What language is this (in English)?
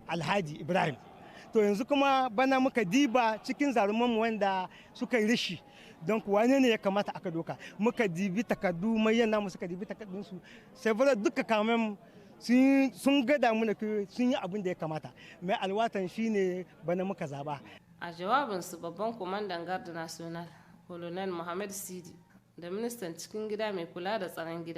Hausa